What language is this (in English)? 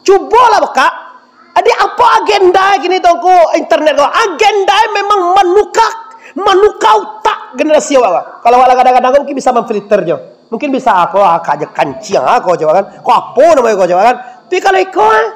Minangkabau